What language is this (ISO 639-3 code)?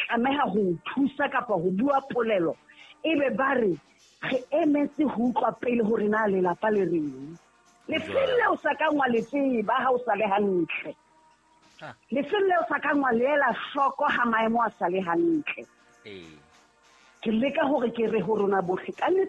sot